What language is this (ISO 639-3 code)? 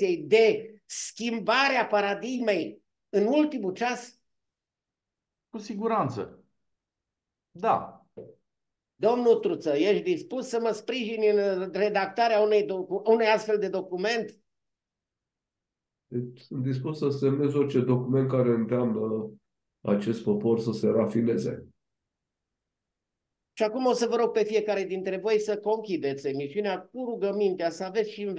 ron